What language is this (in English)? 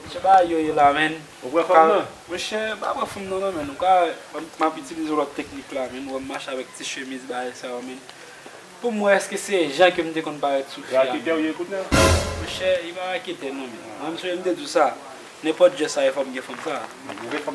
Haitian Creole